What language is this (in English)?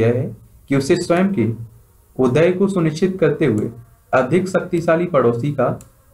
Hindi